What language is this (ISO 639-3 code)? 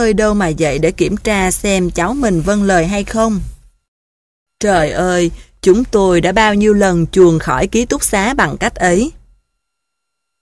vie